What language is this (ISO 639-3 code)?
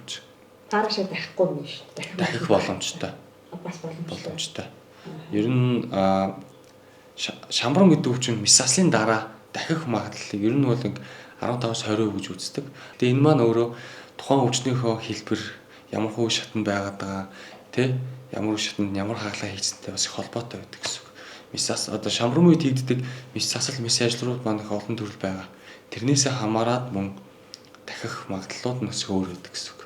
mon